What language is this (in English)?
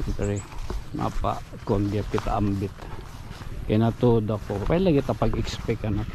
Waray